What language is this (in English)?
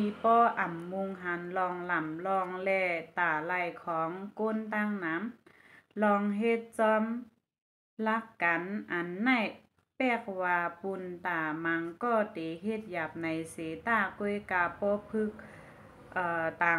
Shan